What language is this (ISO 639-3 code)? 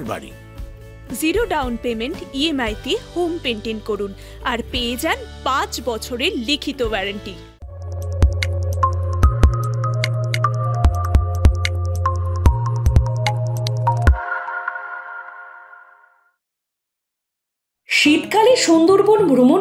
ben